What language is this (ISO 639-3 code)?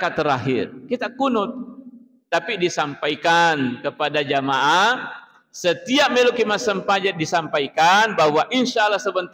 bug